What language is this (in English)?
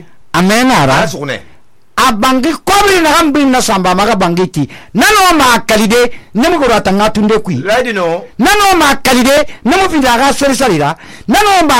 Susu